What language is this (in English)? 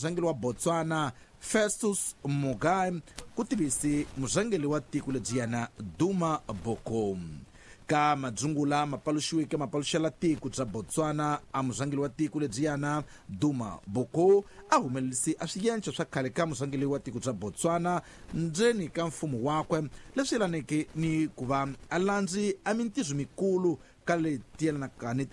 Tsonga